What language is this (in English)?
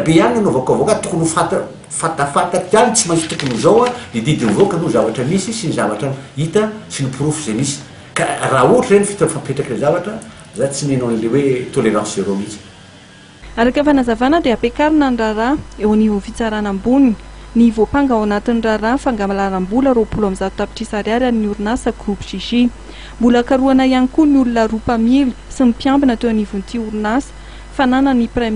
Malagasy